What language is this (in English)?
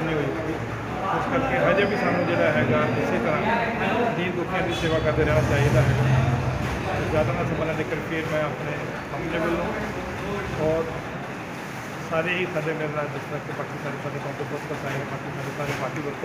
Punjabi